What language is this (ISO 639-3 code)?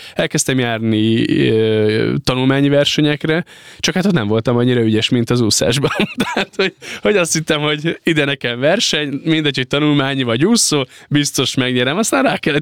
hun